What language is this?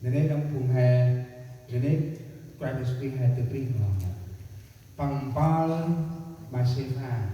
Central Mnong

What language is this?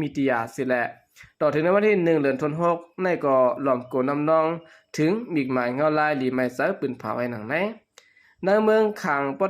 Shan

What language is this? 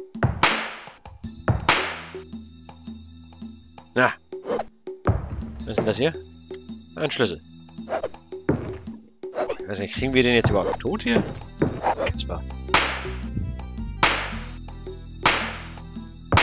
German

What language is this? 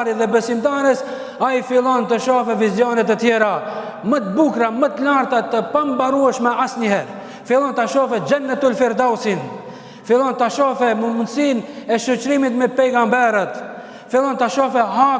Albanian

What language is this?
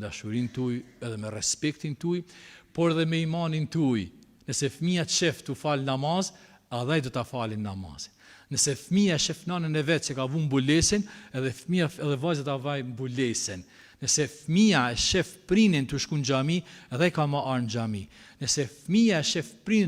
Albanian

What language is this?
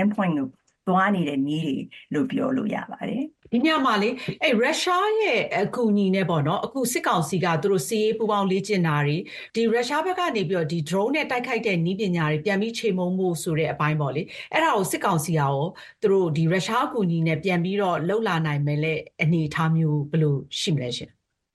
Burmese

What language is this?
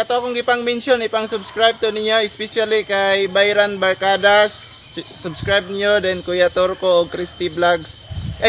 Cebuano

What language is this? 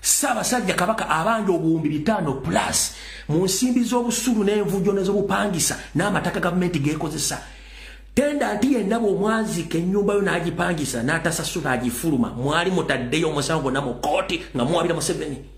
Ganda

